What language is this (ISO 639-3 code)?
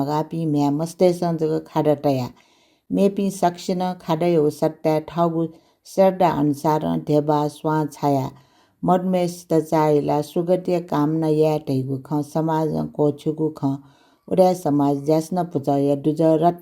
new